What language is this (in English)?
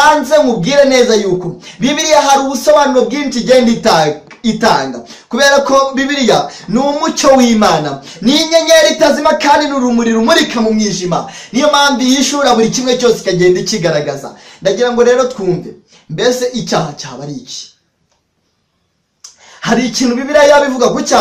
Kinyarwanda